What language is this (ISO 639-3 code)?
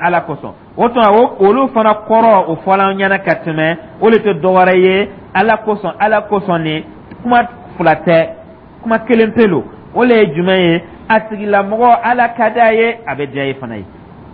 dyu